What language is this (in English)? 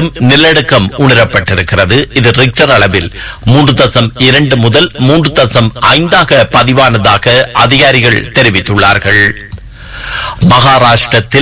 Tamil